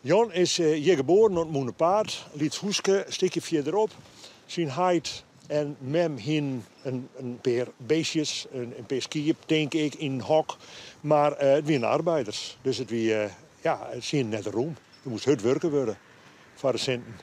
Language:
Western Frisian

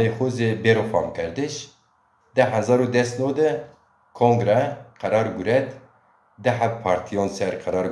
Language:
Zaza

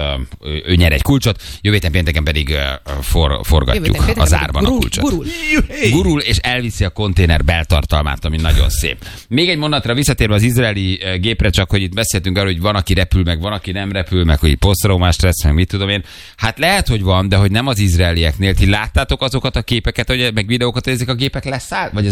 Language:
Hungarian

